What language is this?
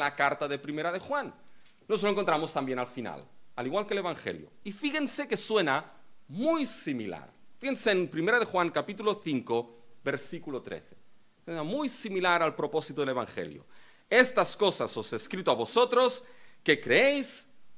Spanish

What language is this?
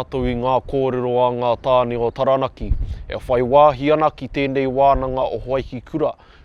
Māori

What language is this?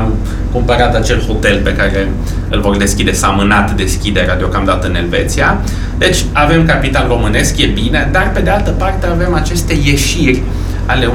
Romanian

